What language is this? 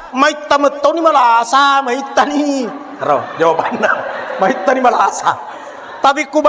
Buginese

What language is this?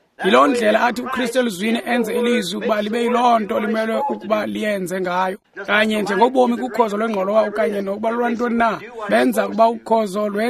Xhosa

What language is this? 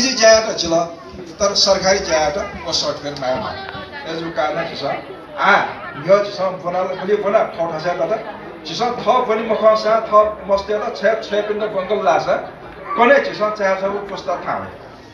Newari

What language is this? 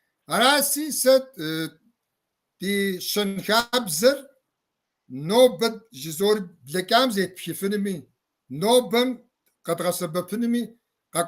Kabardian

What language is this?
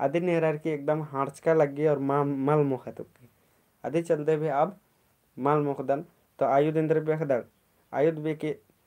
Kurukh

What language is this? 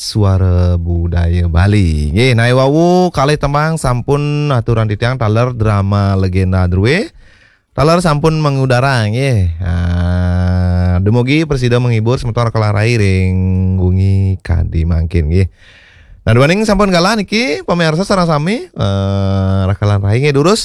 Balinese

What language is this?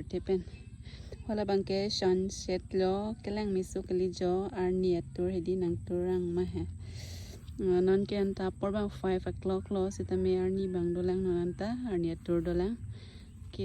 Karbi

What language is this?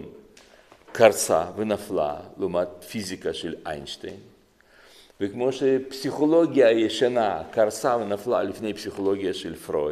Hebrew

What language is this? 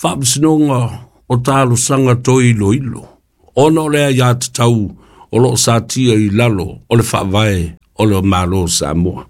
Samoan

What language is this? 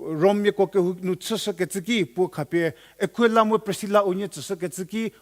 Angami Naga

